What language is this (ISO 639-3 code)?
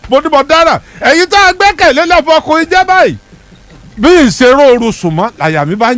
yor